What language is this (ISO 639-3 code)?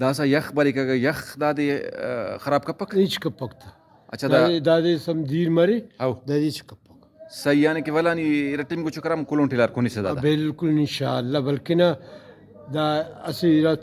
brh